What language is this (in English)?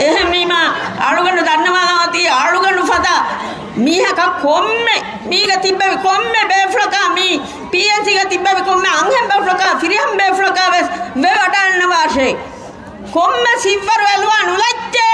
Divehi